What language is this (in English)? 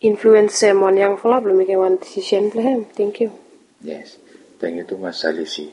Bislama